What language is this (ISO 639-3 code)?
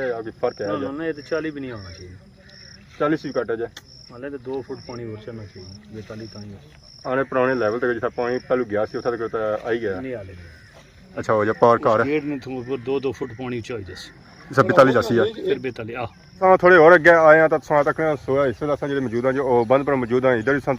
phr